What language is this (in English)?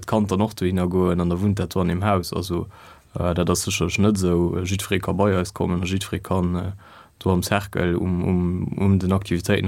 Luxembourgish